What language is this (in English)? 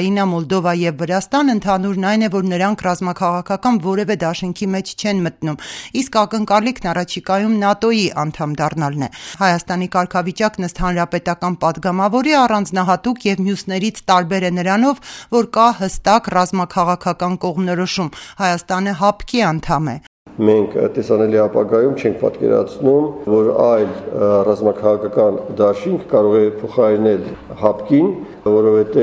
Armenian